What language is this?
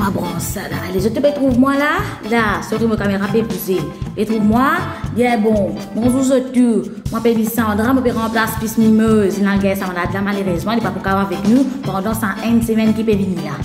Morisyen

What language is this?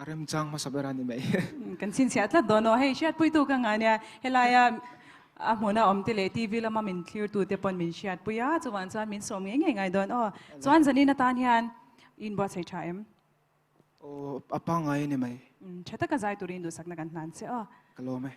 Mizo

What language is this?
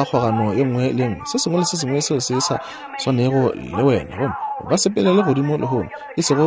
Northern Sotho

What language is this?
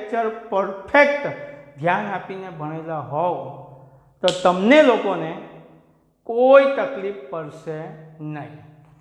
Gujarati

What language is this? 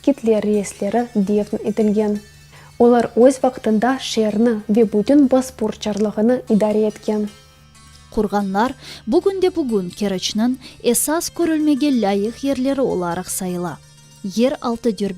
Crimean Tatar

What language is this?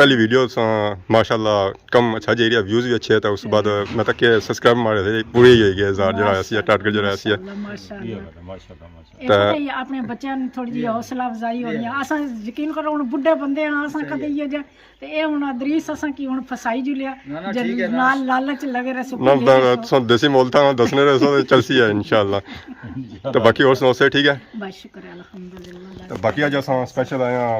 Pahari-Potwari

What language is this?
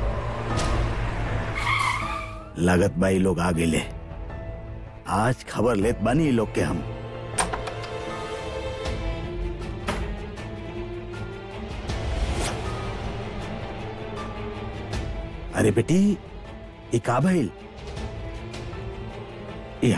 Bhojpuri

